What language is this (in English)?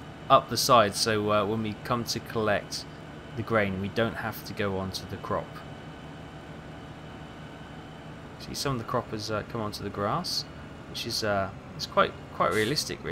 English